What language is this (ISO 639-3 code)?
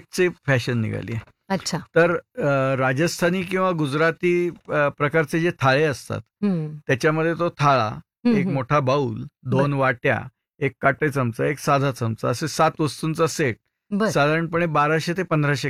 mar